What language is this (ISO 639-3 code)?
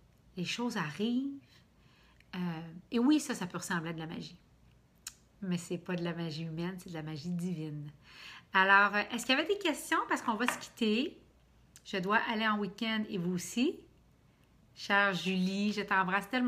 fra